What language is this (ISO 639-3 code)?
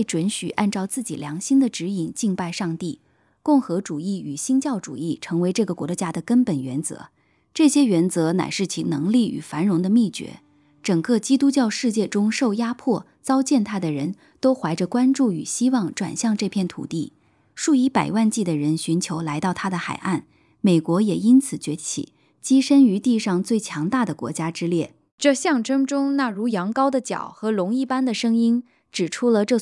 zho